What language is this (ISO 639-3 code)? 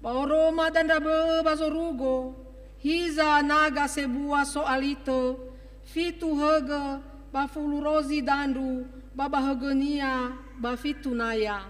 nia